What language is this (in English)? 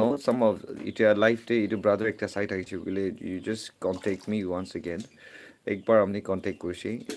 Naga Pidgin